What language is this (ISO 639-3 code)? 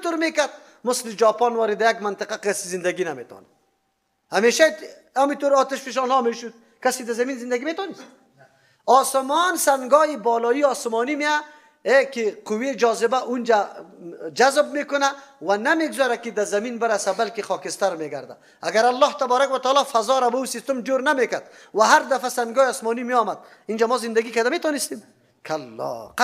fas